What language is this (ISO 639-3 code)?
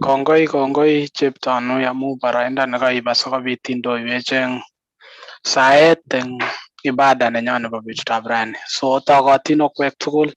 kln